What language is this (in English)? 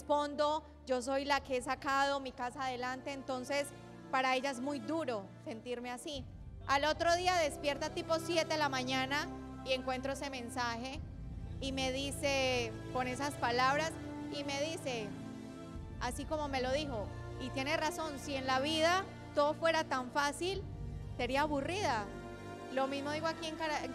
Spanish